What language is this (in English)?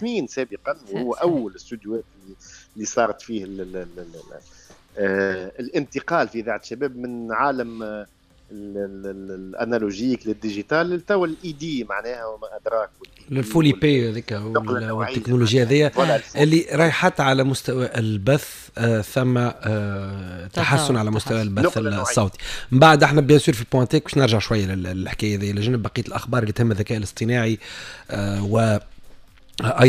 Tunisian Arabic